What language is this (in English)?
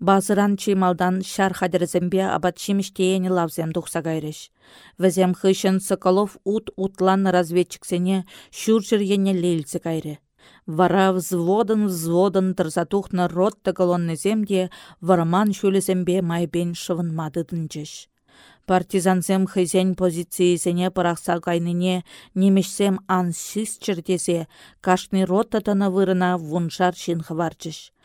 Chuvash